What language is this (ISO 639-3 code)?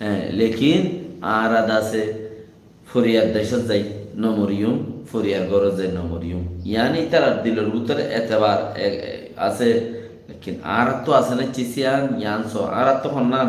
rhg